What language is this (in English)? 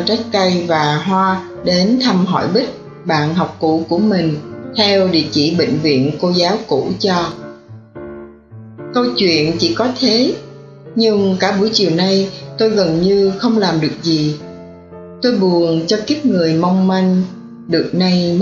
Vietnamese